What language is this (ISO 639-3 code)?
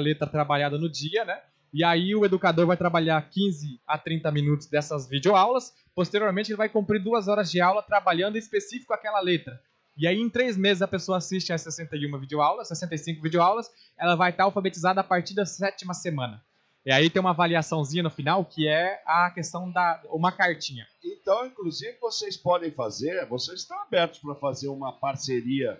por